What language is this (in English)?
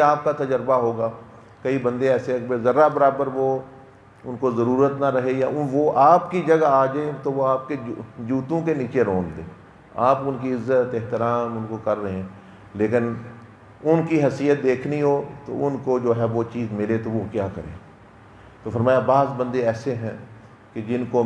Urdu